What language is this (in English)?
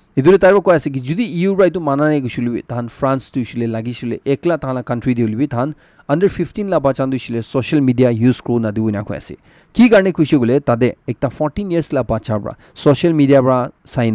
Naga Pidgin